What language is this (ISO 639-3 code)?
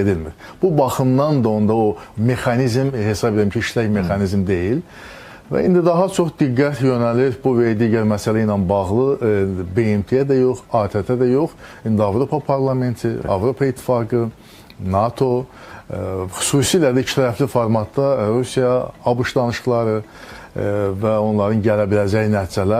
aze